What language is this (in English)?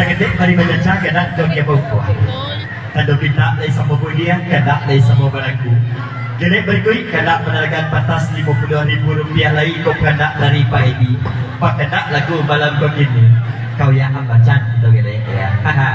Minangkabau